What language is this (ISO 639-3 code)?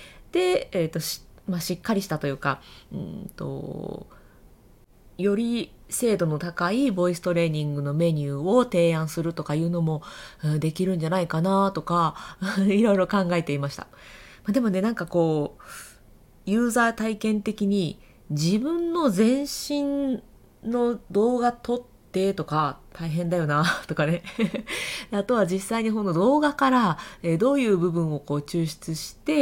jpn